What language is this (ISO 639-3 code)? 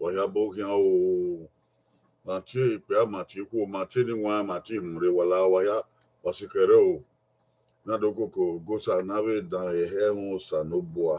bin